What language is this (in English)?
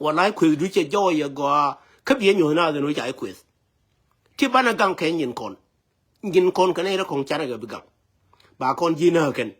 Nuer